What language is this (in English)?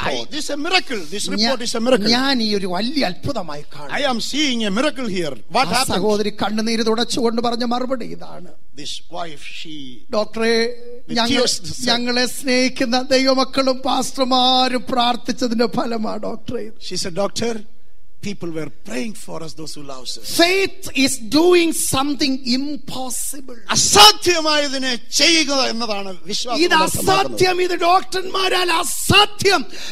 Malayalam